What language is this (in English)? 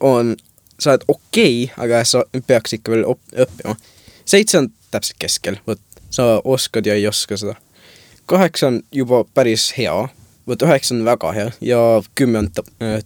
Estonian